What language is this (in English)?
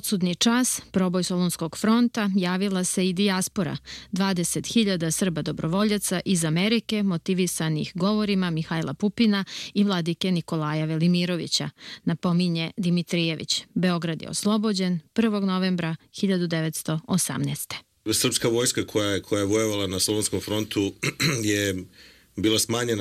Serbian